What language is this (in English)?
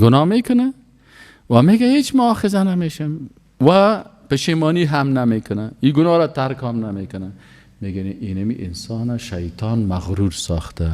Persian